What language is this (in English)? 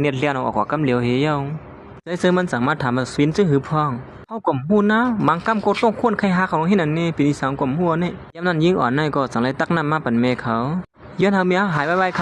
Shan